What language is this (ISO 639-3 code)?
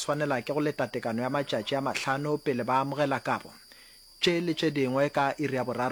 nso